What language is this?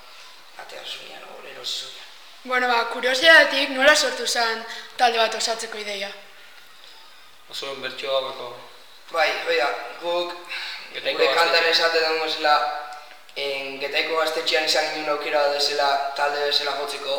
Basque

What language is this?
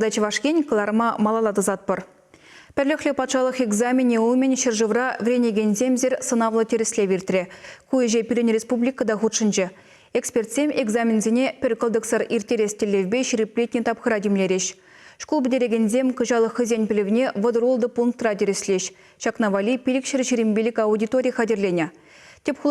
Chuvash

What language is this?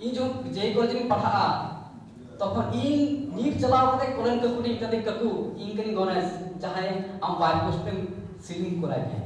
Santali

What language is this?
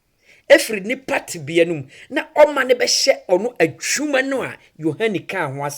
Akan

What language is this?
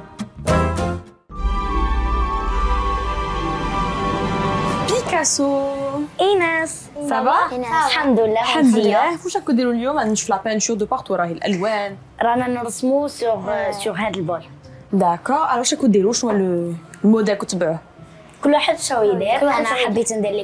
Algerian Arabic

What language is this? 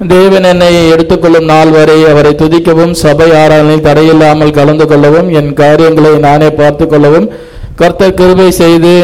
Tamil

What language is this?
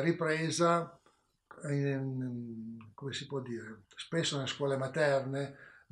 Italian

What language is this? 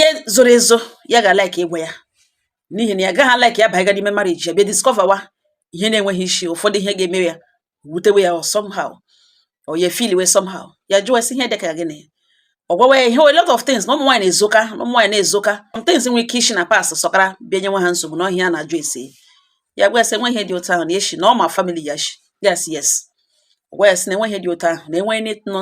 Igbo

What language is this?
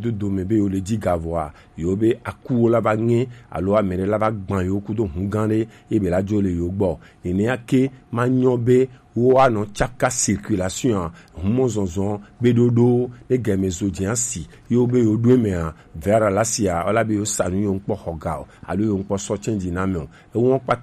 Gen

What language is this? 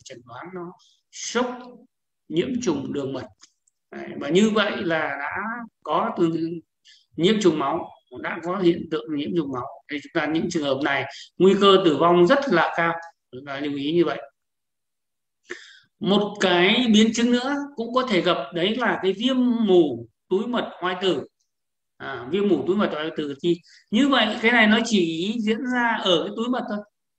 Vietnamese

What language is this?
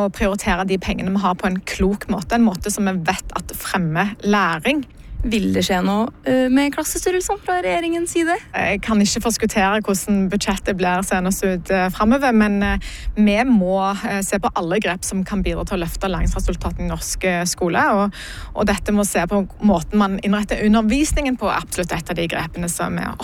Norwegian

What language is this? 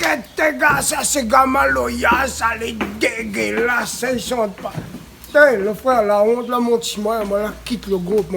Réunion Creole French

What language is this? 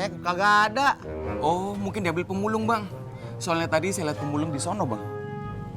Betawi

